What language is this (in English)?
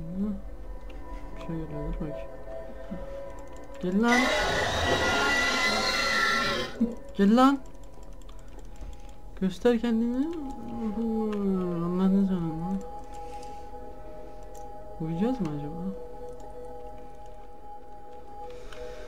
Turkish